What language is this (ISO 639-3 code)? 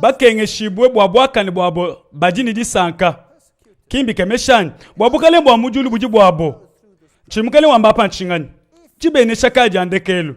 lua